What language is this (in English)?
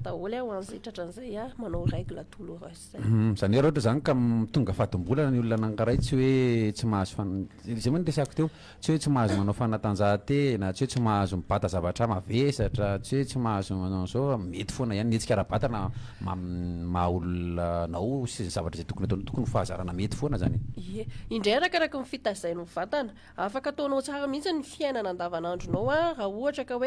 Malagasy